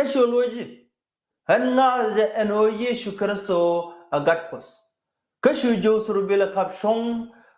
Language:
Nuer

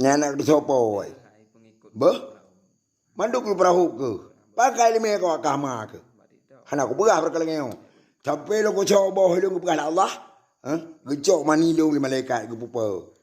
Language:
Achinese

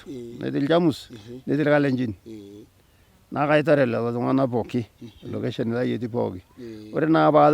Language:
Masai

